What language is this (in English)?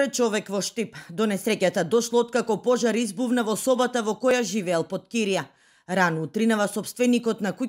Macedonian